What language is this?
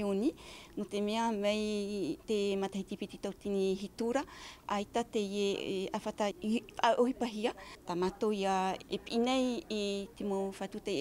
Tahitian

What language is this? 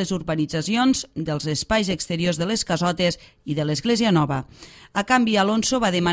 Catalan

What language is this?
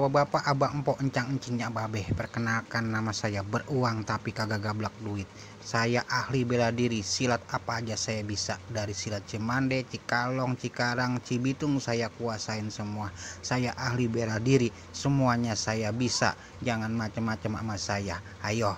Betawi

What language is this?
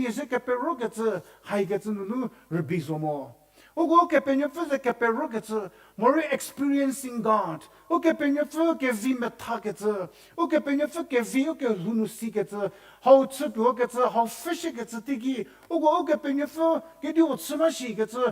Angami Naga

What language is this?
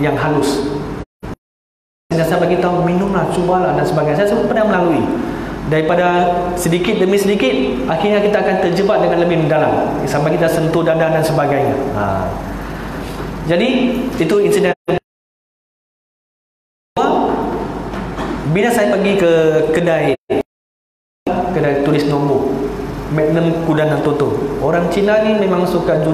Malay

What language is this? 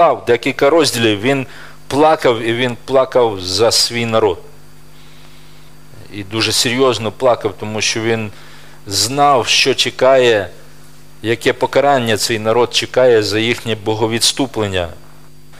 Ukrainian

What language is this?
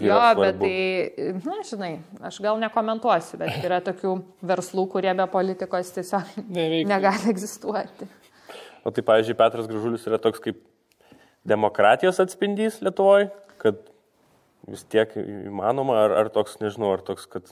Lithuanian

